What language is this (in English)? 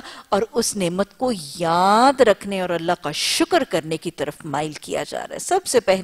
Urdu